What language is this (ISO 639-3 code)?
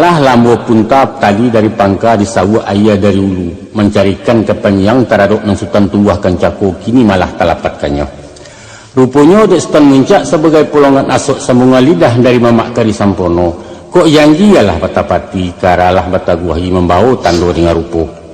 min